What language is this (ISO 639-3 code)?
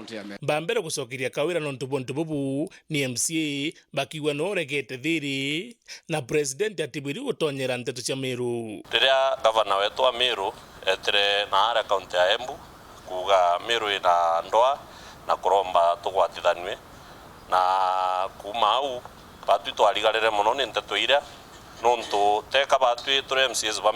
mer